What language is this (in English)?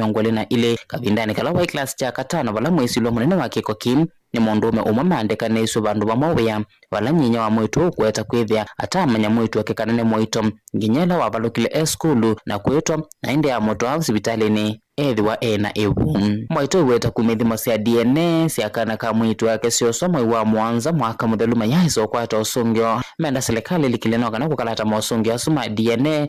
Kamba